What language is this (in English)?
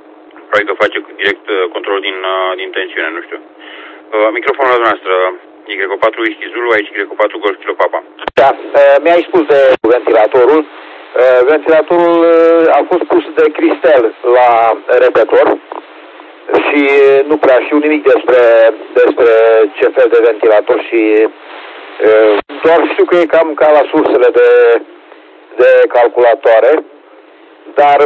Romanian